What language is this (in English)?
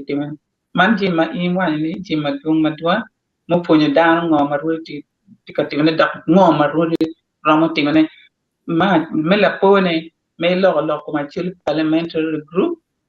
Acoli